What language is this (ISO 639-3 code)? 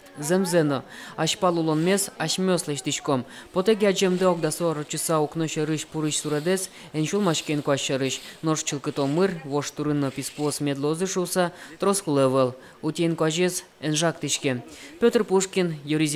udm